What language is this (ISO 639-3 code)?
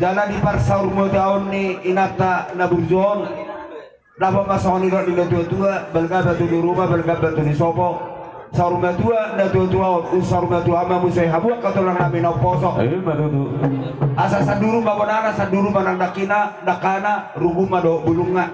bbc